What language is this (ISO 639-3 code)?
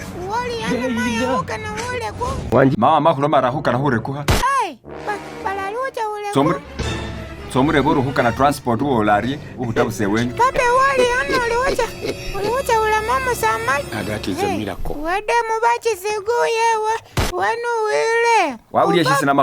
myx